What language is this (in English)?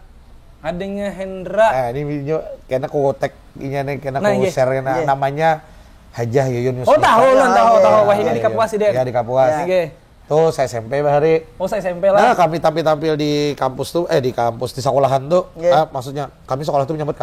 Banjar